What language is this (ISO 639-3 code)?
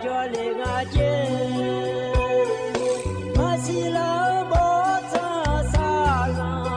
ahk